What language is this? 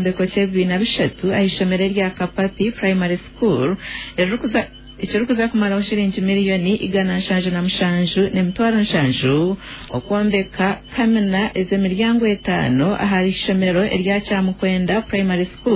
Nyoro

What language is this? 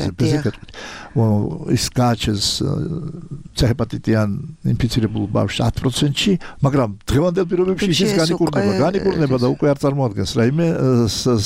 Georgian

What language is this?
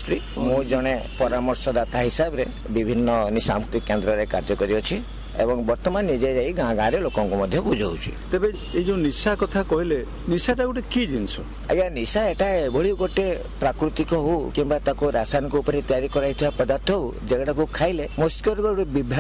Odia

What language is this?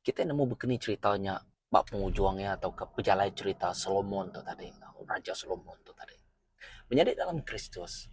Iban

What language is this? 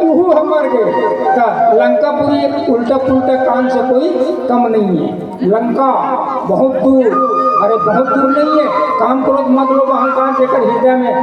Chhattisgarhi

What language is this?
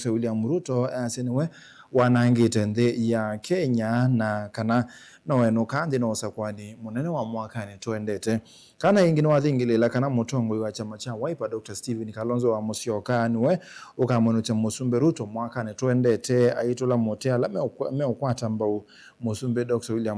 Kamba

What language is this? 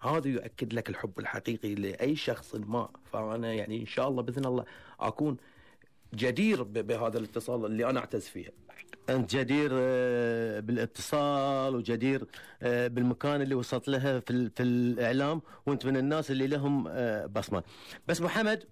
Gulf Arabic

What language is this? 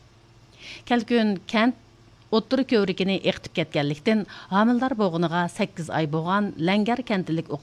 Uyghur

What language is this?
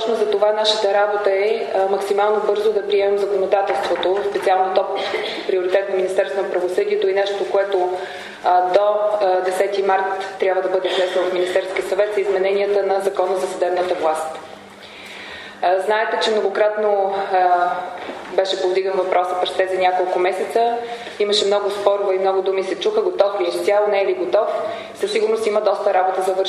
Bulgarian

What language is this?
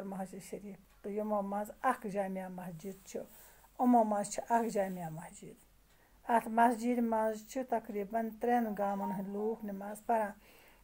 Kashmiri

